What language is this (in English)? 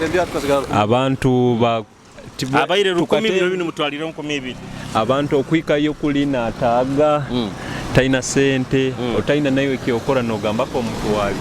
Nyoro